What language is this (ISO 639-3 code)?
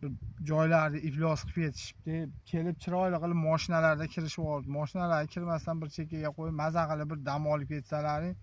uzb